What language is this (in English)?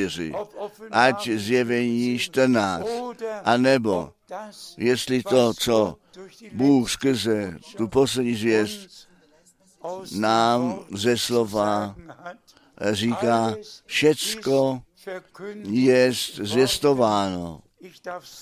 Czech